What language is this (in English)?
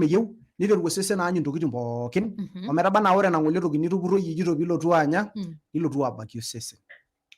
Masai